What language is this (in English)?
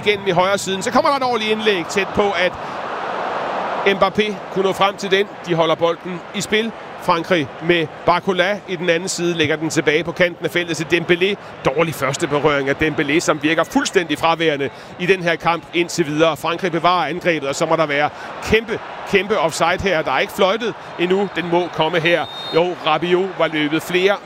Danish